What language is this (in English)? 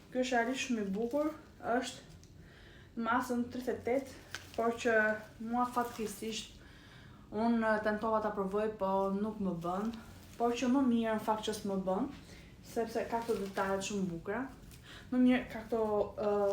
Albanian